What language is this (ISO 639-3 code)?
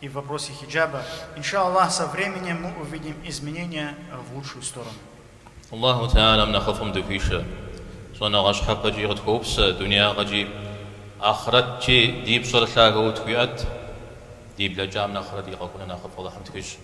kbd